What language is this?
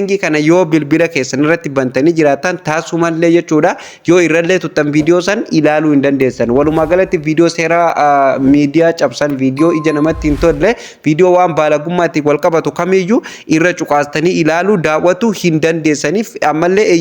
Oromo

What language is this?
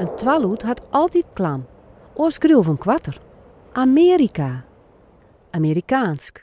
Western Frisian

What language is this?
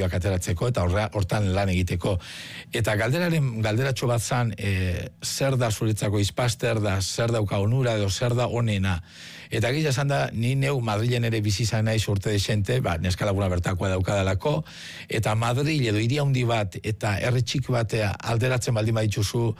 Basque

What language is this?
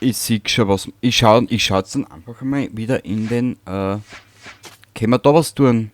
Bavarian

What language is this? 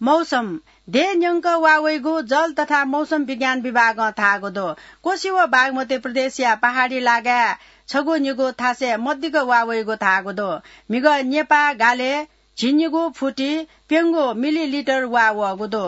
Newari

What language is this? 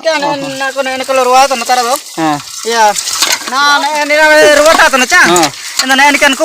Ho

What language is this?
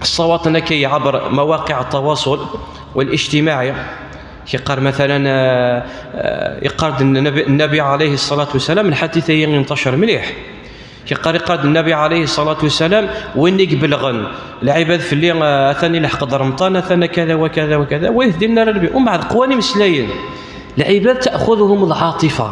Kabyle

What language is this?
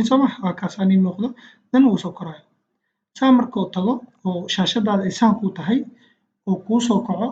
Somali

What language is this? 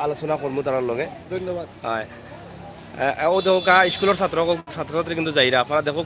Sylheti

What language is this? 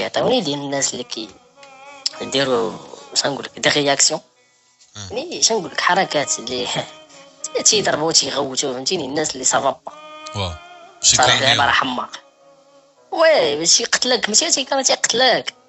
Moroccan Arabic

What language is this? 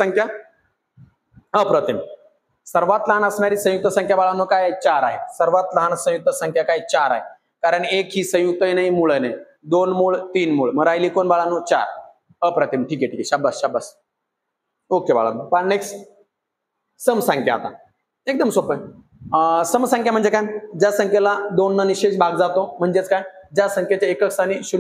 Marathi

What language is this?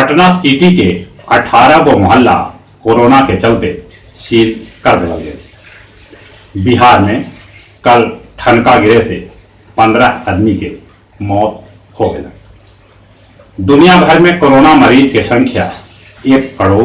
Magahi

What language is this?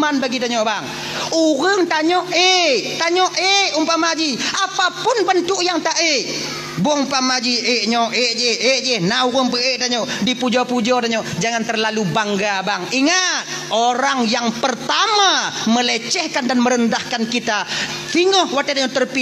Achinese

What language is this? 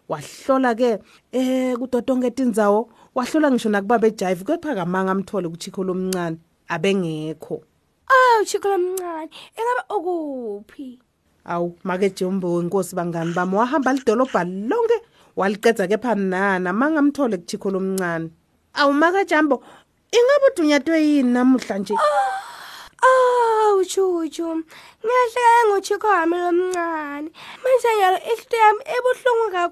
Swati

